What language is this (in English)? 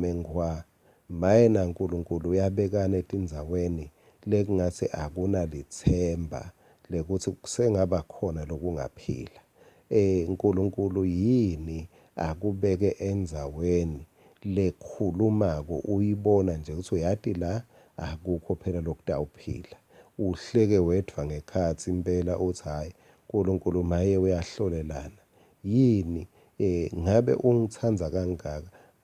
Swati